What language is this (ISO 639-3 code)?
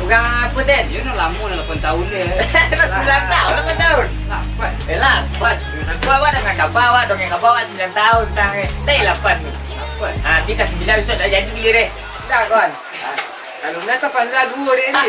min